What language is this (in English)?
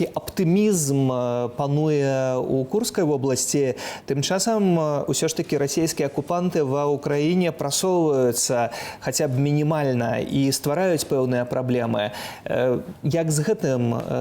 Belarusian